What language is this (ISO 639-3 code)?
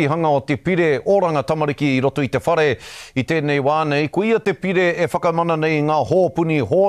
mri